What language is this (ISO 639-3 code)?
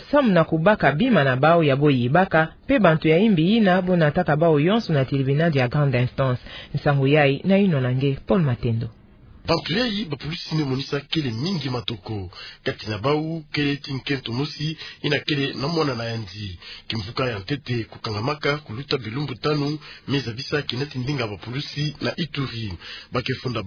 ktu